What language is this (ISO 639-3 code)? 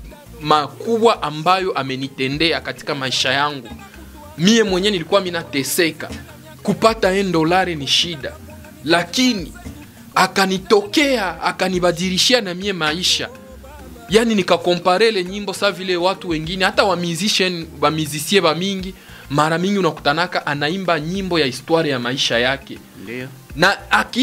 swa